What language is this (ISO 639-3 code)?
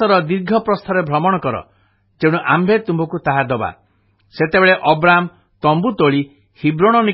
ori